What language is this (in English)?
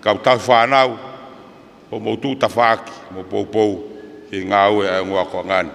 Tongan